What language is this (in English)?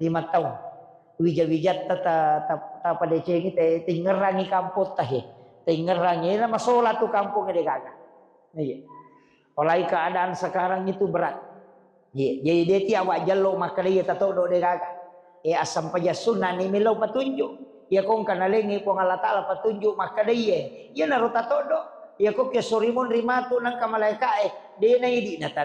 Buginese